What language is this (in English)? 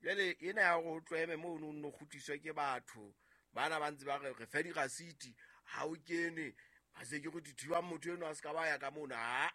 Southern Sotho